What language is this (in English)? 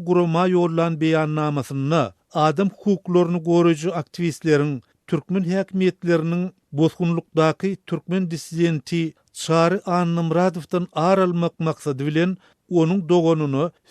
Turkmen